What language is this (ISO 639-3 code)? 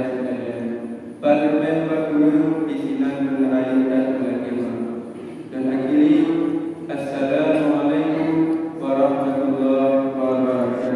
ace